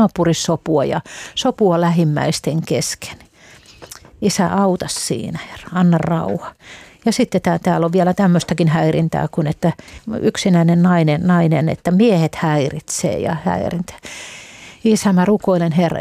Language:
Finnish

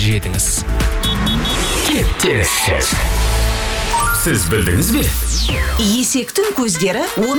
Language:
Kazakh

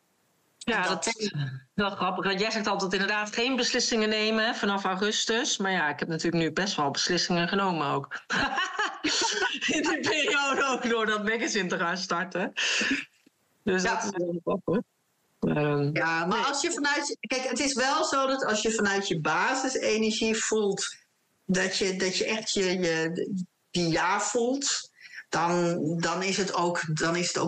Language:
Dutch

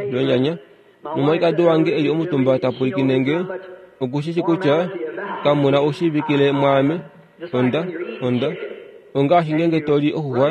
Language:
Kuanyama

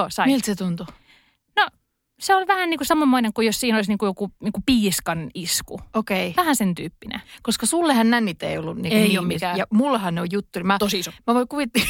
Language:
Finnish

